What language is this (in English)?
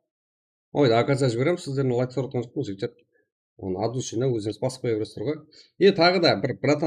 Kara-Kalpak